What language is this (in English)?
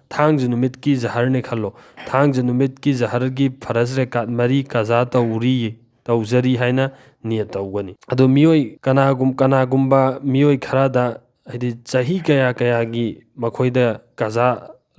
Manipuri